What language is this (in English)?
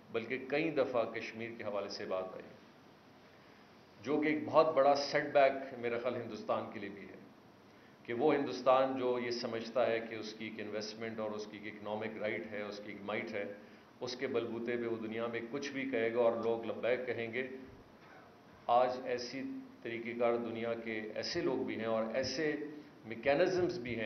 Urdu